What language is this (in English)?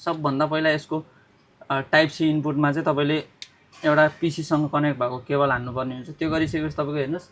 Nepali